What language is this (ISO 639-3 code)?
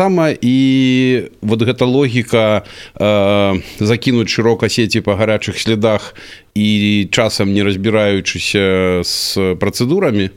bel